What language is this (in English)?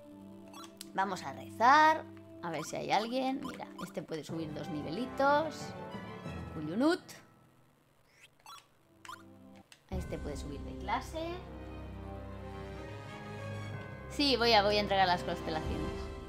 Spanish